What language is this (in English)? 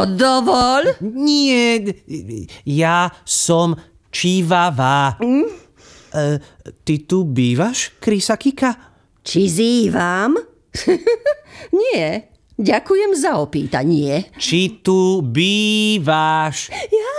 Slovak